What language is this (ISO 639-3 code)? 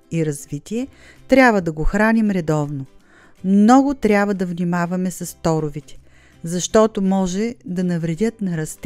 bul